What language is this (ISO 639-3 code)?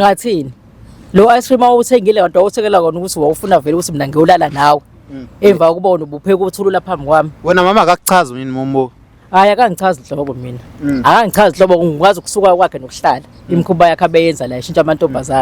zul